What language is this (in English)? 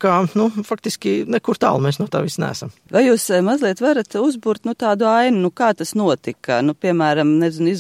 Latvian